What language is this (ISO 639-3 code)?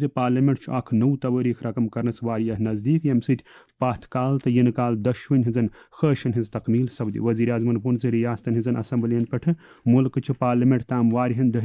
kas